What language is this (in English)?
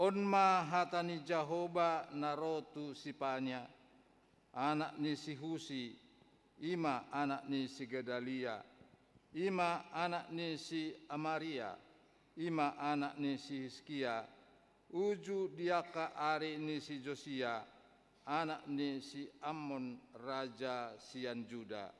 Batak Toba